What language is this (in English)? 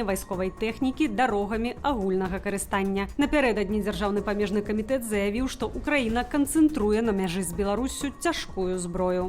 Belarusian